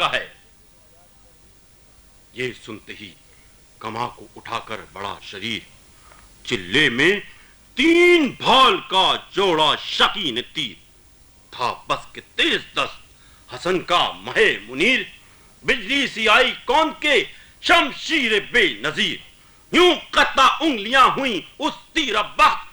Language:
Urdu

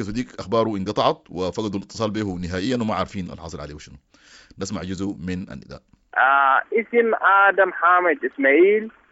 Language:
Sudanese Arabic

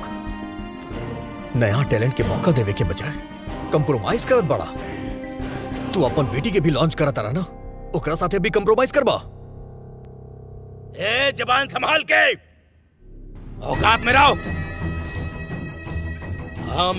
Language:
Bhojpuri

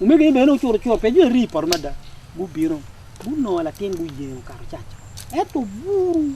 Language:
Acoli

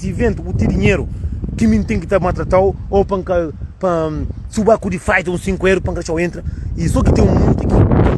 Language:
Kabuverdianu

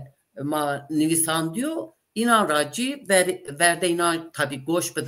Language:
Zaza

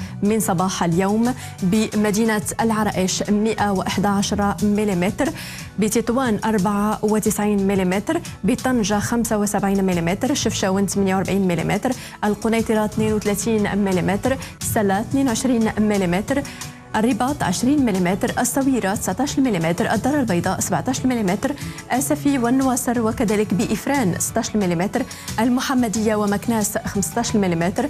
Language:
Arabic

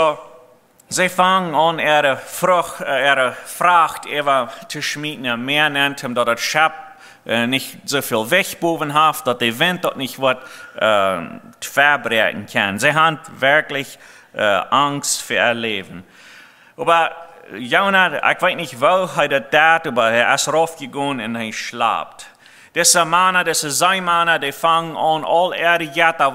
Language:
Plautdietsch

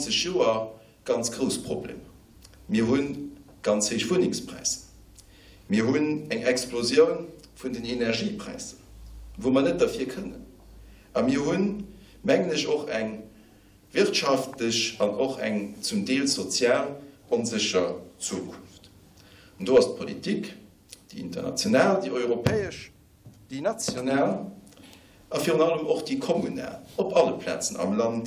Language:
Luxembourgish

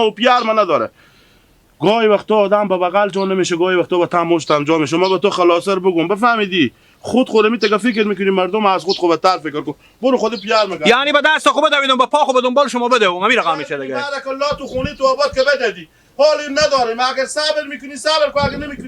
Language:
Hazaragi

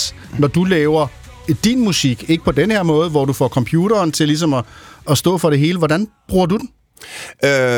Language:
Danish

